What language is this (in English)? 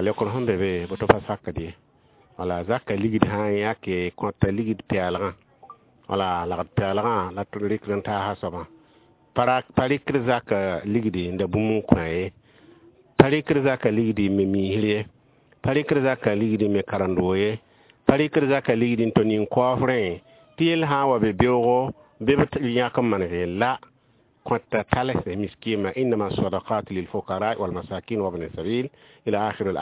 Mossi